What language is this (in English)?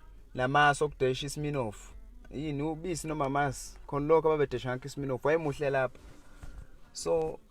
Zulu